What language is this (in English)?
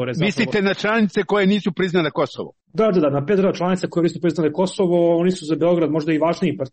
Serbian